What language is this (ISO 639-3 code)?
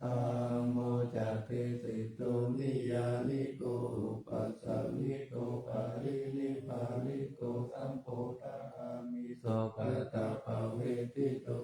pli